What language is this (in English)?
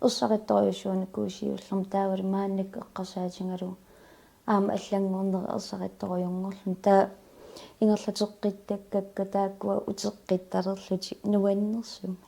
Kalaallisut